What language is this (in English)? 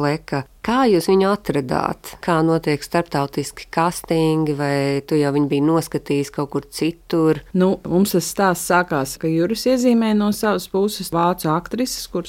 Latvian